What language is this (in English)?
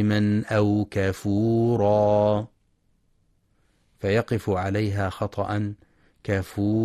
Arabic